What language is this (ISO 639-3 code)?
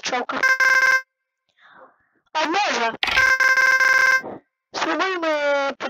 pol